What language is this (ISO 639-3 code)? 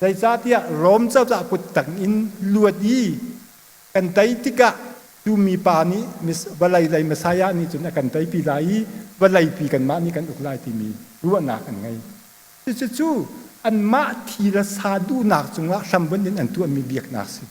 cnh